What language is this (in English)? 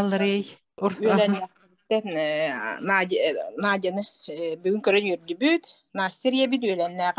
Yakut